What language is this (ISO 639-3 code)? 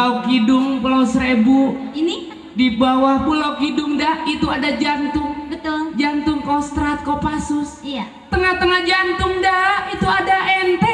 bew